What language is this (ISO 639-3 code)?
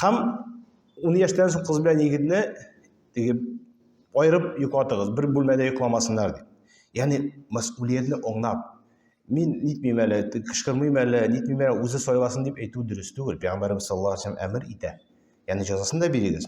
tat